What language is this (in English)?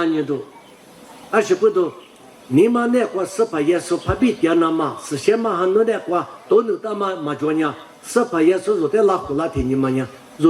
Lisu